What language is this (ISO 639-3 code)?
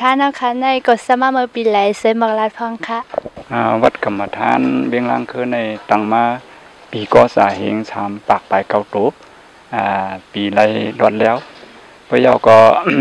shn